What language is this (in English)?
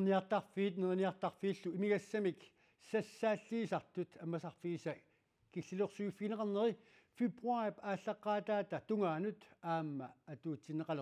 Kalaallisut